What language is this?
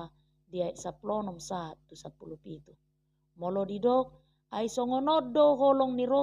Batak Toba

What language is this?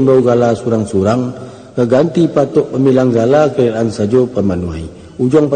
Minangkabau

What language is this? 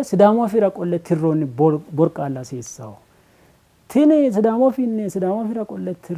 Sidamo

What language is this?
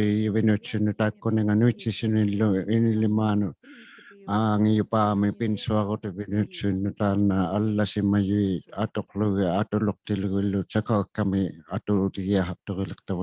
Inuktitut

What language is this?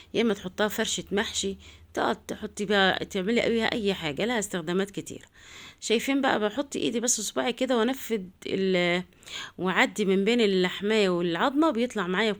Egyptian Arabic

